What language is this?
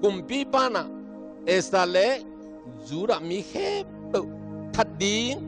Tedim Chin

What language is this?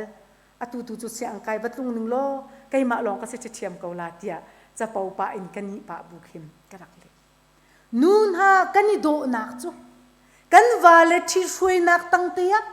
Hakha Chin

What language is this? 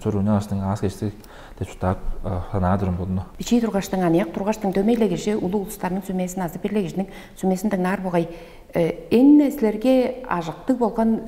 Tuvinian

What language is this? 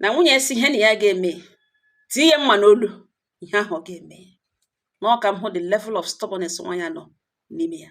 Igbo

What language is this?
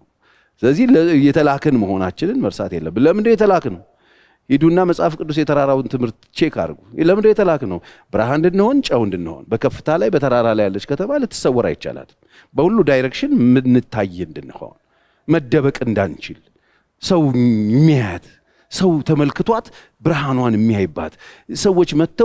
Amharic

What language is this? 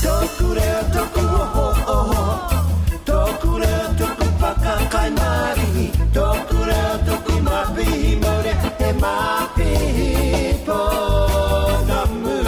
Māori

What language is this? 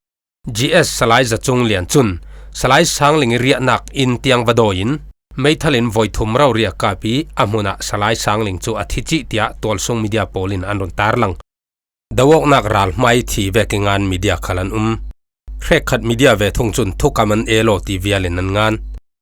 Falam Chin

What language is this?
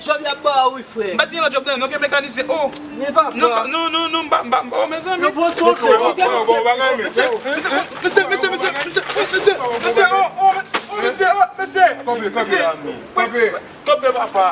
Haitian Creole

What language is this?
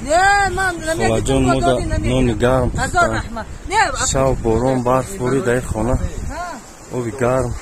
Tajik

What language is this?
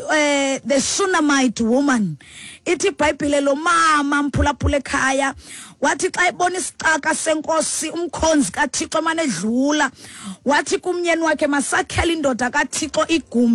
Xhosa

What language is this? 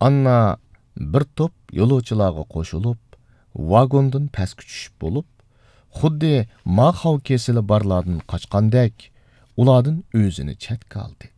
Uyghur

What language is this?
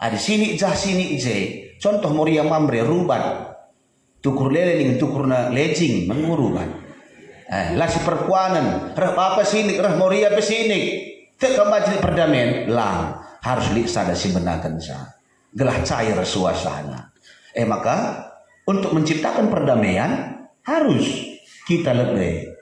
Batak Karo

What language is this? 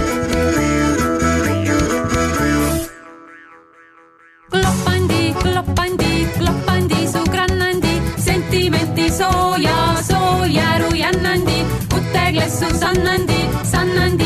Estonian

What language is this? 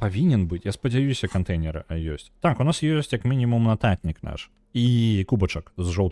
Belarusian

